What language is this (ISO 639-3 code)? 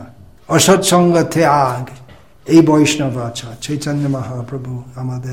ben